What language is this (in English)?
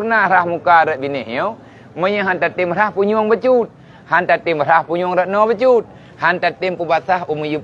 Achinese